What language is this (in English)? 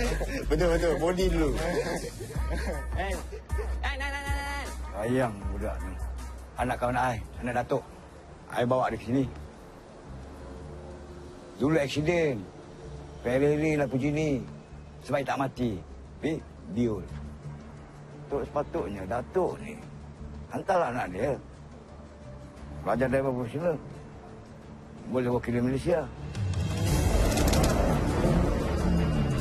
Malay